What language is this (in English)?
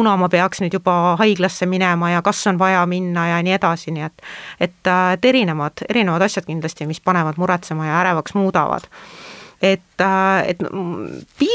Estonian